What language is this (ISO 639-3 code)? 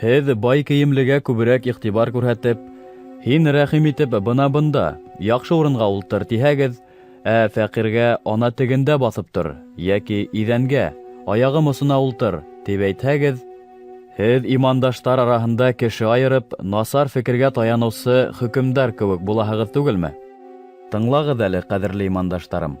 bak